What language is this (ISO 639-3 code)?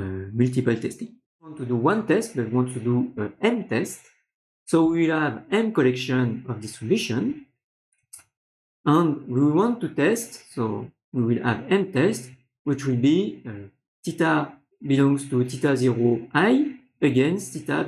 eng